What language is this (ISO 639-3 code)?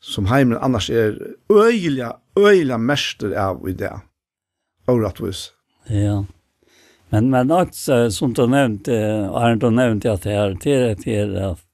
fao